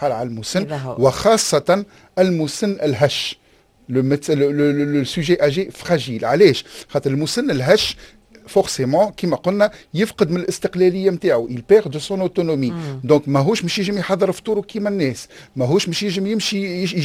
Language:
Tunisian Arabic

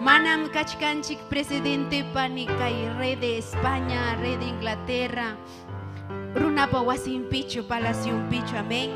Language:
Ayacucho Quechua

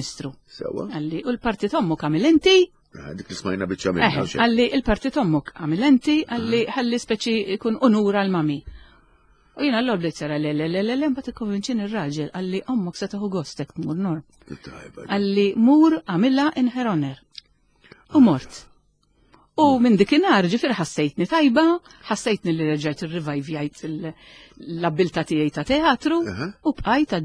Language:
Maltese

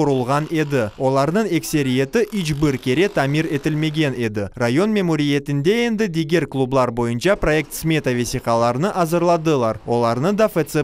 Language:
Crimean Tatar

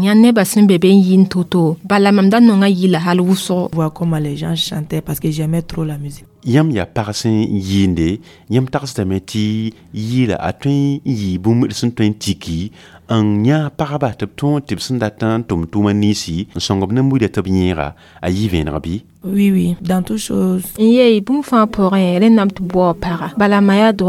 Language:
Mossi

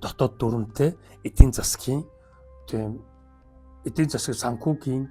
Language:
Mongolian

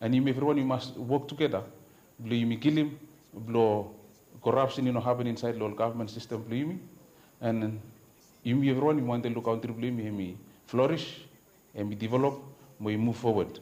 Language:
Bislama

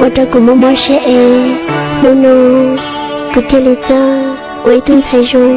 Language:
Hmong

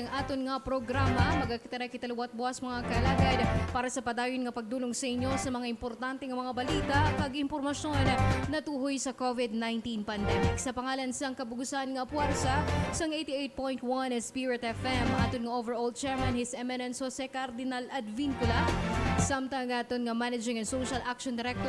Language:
Hiligaynon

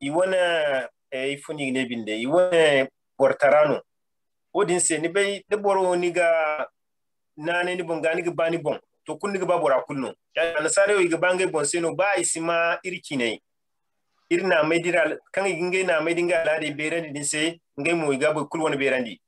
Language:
Zarma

